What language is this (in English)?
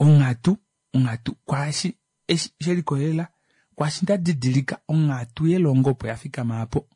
Kuanyama